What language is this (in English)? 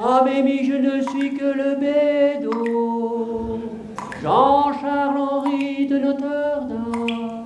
Picard